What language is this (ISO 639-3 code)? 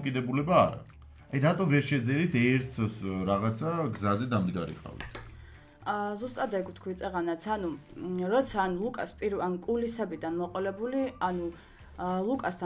kat